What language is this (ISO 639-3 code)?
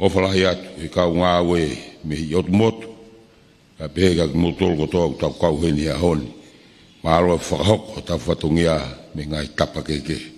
ton